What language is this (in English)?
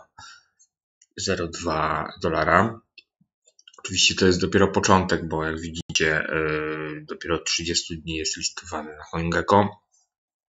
Polish